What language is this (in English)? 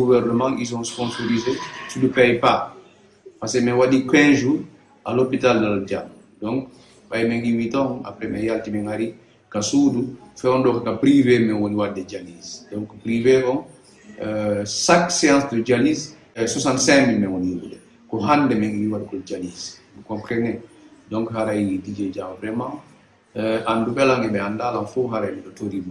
Fula